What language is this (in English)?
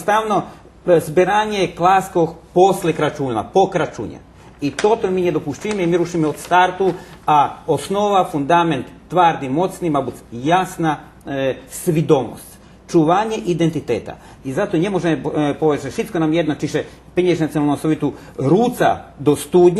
Rusyn